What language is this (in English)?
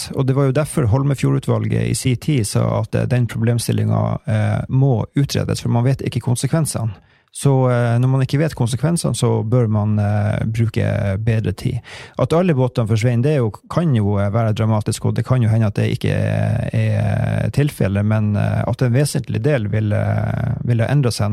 Norwegian